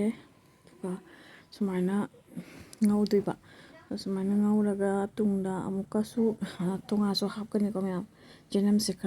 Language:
Manipuri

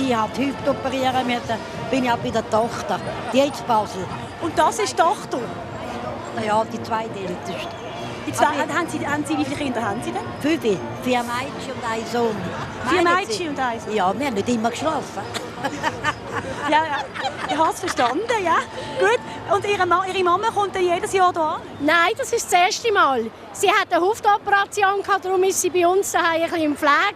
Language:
Swiss German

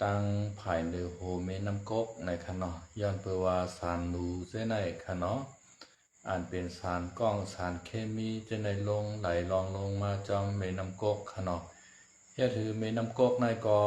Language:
Shan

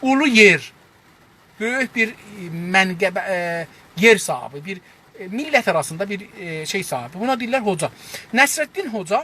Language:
South Azerbaijani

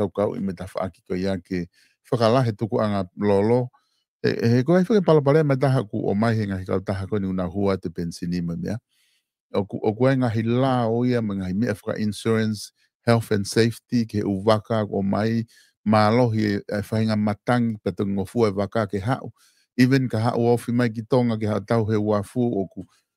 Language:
Tongan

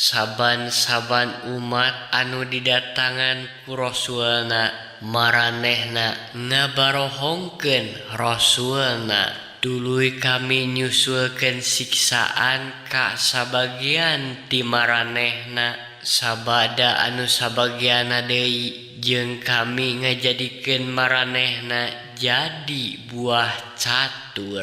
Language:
Sundanese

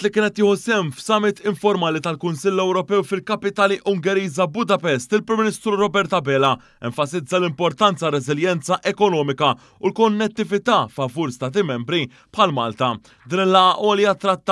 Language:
Maltese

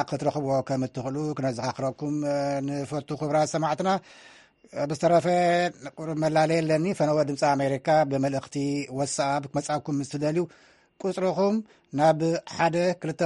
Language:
Tigrinya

